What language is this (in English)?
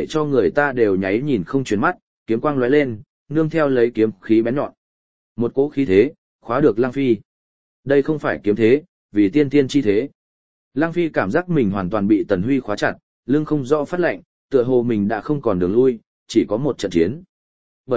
Vietnamese